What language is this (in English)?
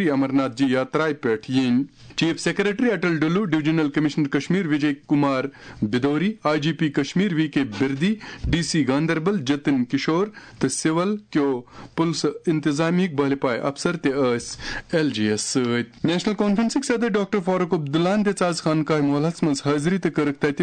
Kashmiri